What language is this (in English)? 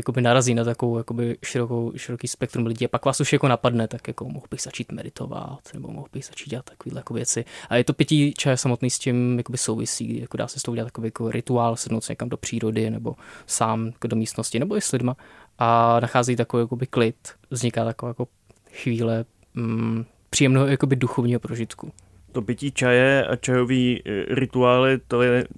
Czech